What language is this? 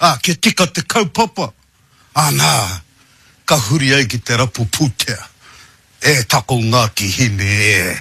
Māori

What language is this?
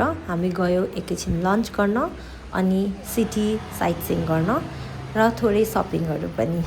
Nepali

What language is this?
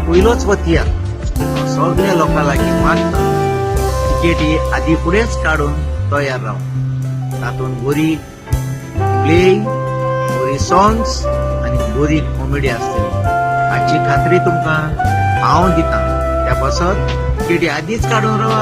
Konkani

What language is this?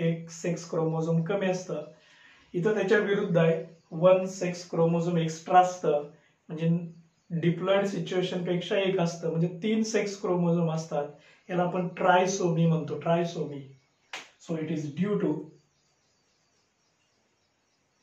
Marathi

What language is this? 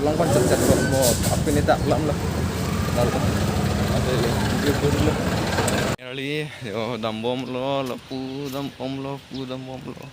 Karbi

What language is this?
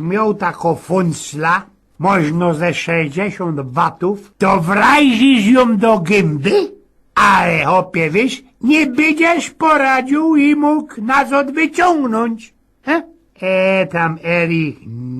Silesian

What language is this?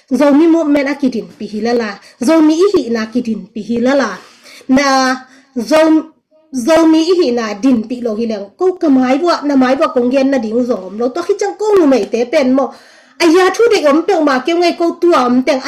Tedim Chin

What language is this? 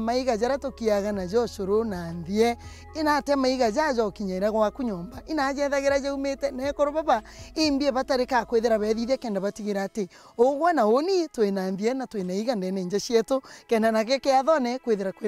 Meru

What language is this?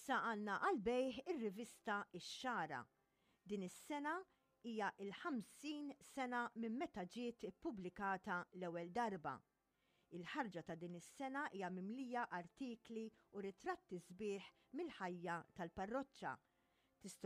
Maltese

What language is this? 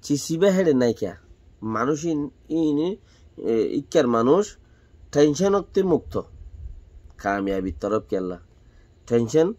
Rohingya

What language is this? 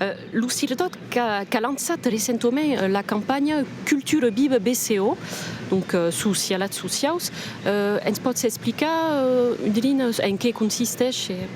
Occitan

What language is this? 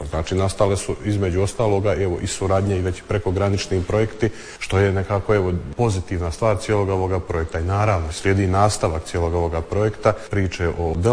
Croatian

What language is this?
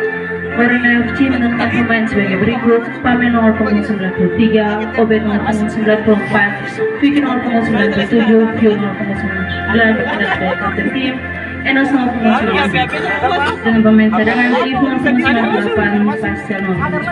Ambonese Malay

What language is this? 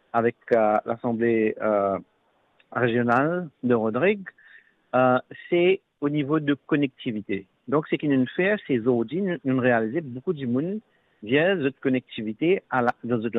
Morisyen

